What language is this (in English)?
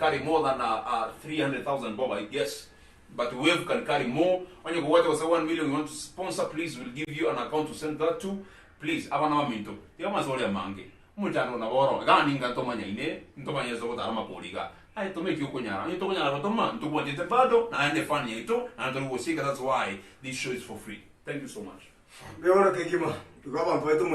Gusii